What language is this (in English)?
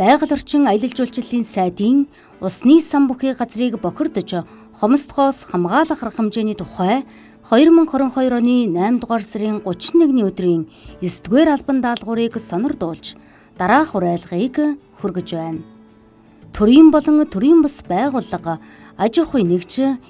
Mongolian